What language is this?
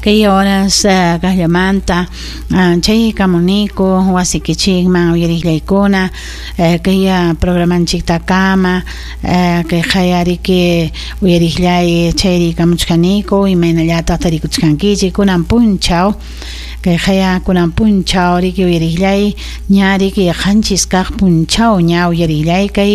Ayacucho Quechua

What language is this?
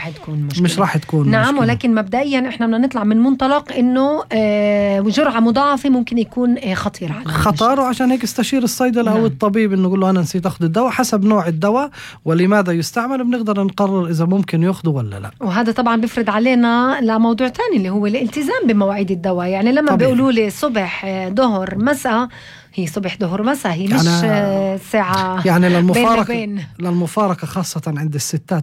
North Levantine Arabic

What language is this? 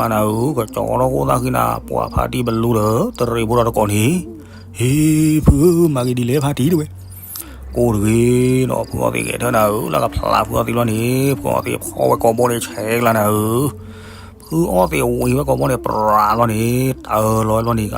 S'gaw Karen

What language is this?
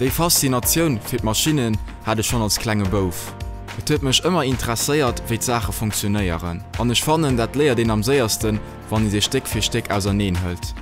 Luxembourgish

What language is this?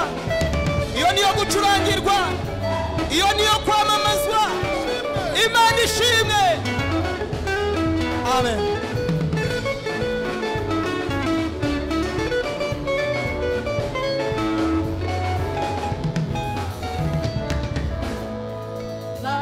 Kinyarwanda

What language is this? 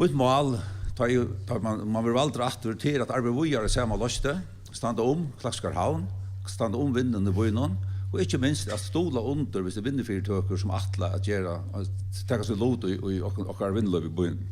Faroese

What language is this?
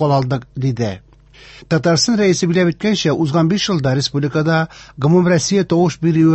Tatar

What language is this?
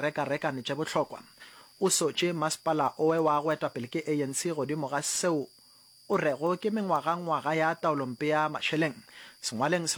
Northern Sotho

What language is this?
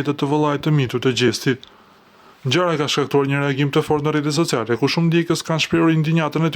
Albanian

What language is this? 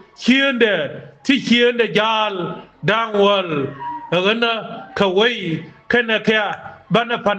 Nuer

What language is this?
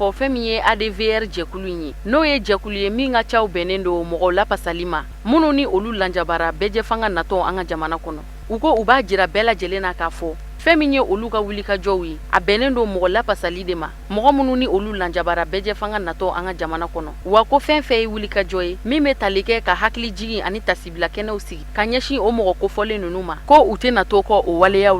Bambara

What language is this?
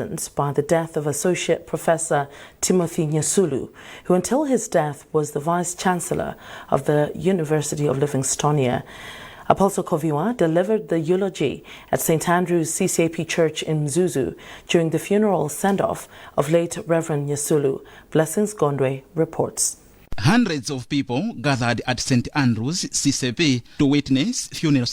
English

